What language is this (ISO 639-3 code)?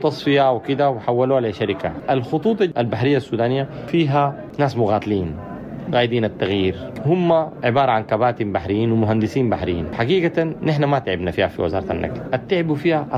apd